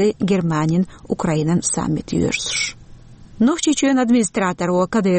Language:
Chechen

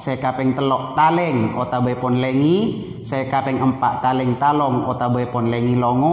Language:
Madurese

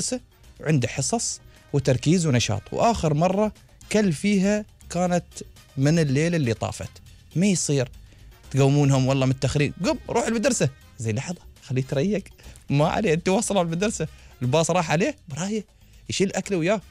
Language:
Gulf Arabic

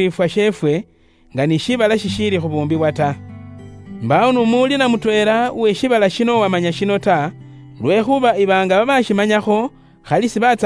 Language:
Luyia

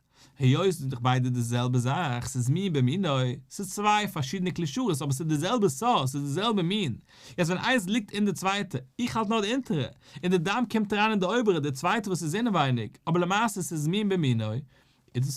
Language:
Yiddish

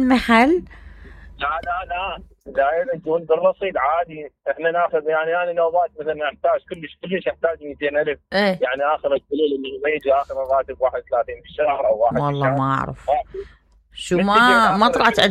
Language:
Mesopotamian Arabic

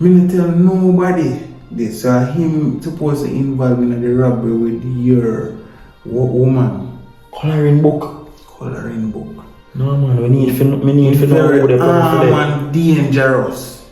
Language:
Jamaican Creole English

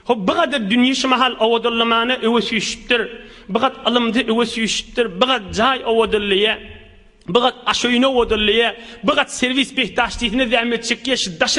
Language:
Turkmen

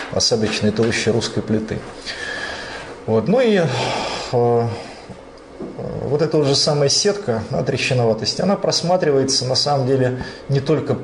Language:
Russian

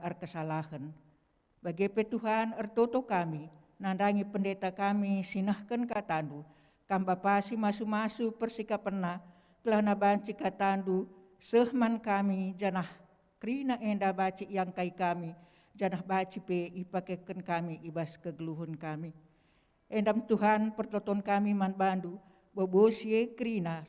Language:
Batak Karo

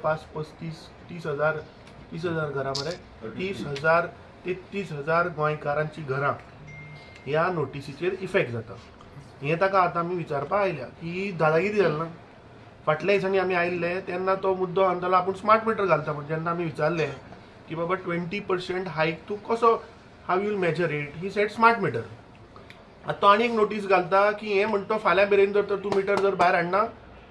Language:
Konkani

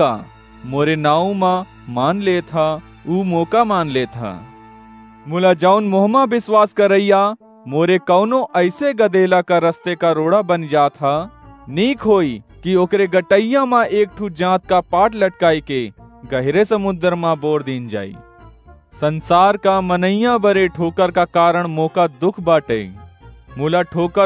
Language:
Awadhi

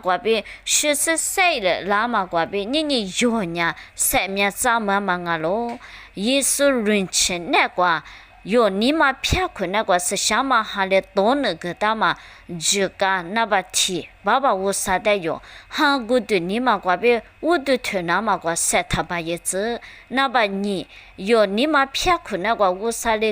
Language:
Lisu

